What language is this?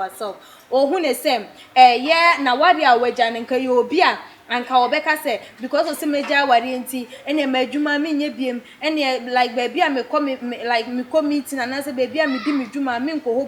Akan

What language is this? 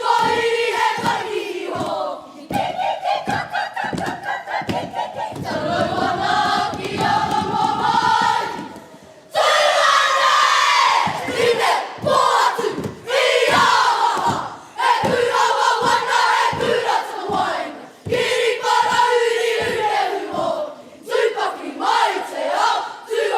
Māori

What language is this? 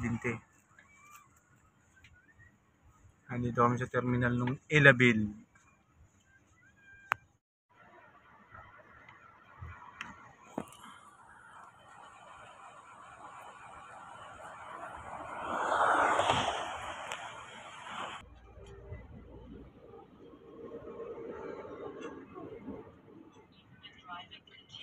Filipino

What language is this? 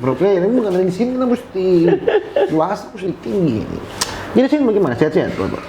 Manado Malay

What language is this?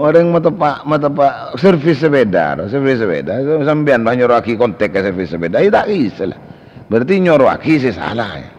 Madurese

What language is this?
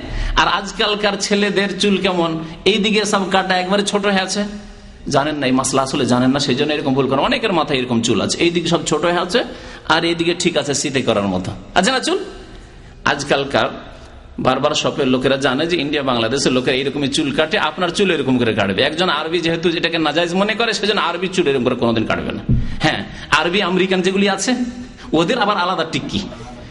Bangla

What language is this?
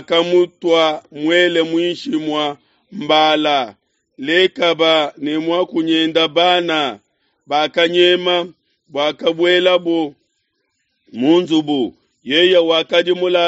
Luba-Lulua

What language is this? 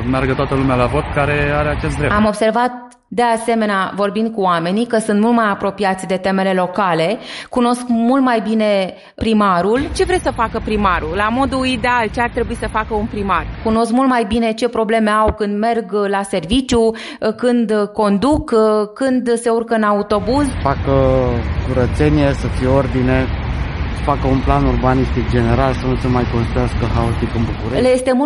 Romanian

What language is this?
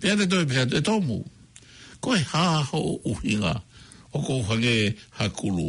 Tongan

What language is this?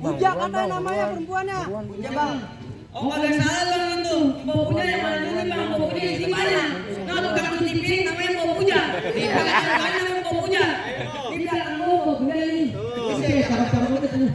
Betawi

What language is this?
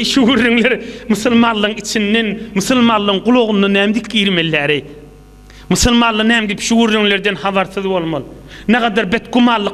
Turkmen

